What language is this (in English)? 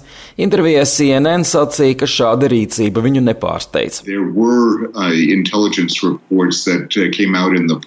Latvian